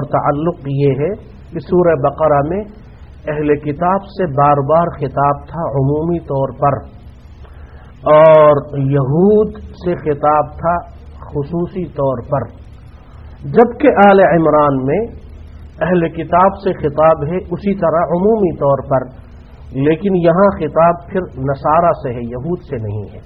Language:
Urdu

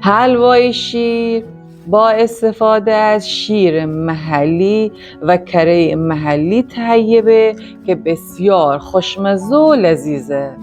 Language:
Gilaki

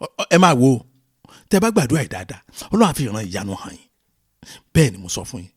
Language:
Yoruba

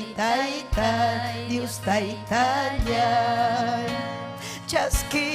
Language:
Ayacucho Quechua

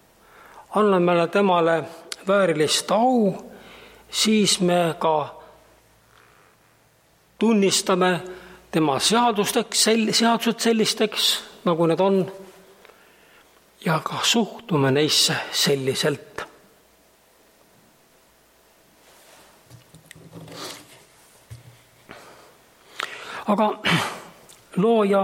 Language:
Estonian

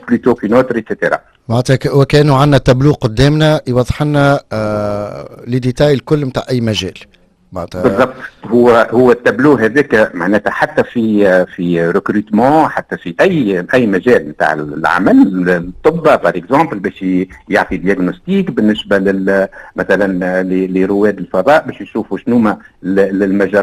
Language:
Tunisian Arabic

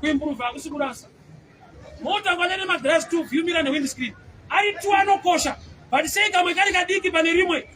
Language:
Shona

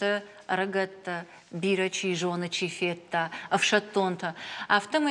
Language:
Ossetic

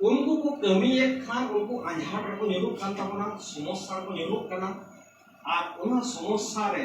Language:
Santali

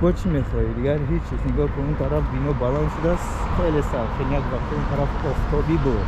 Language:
Tajik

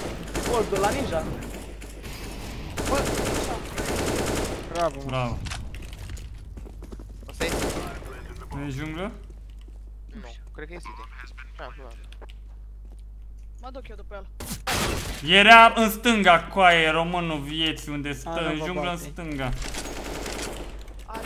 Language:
Romanian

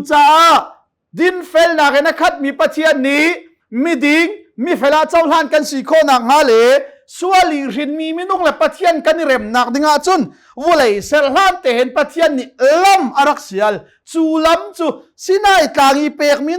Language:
Hakha Chin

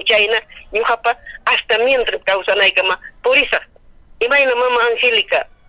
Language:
Ayacucho Quechua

